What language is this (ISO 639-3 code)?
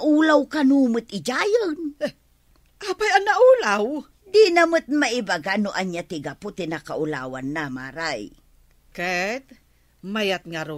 ilo